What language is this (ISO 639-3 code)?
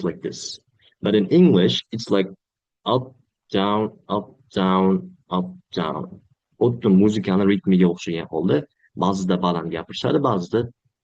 uzb